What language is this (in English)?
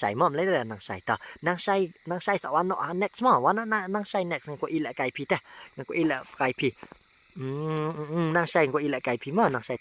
Khasi